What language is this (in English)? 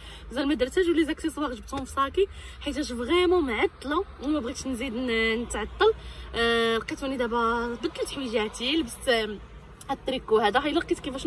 Moroccan Arabic